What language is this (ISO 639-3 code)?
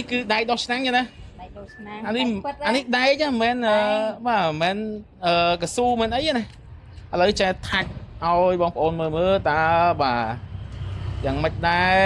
khm